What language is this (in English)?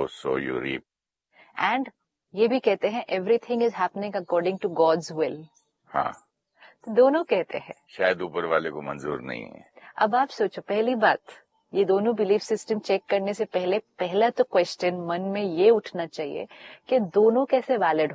Hindi